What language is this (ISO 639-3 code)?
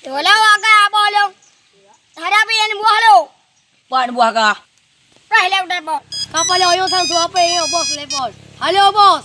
ace